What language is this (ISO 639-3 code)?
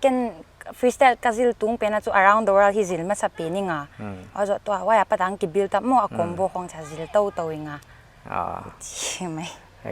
pck